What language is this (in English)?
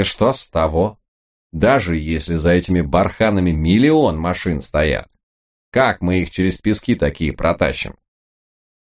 Russian